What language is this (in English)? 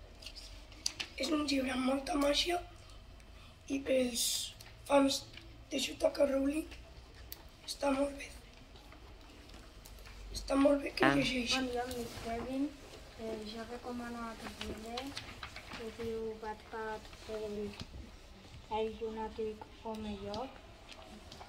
Catalan